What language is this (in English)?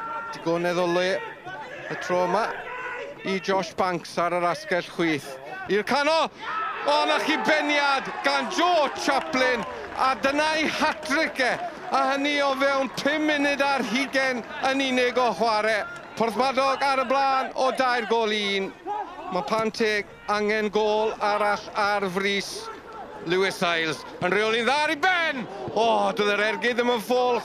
Welsh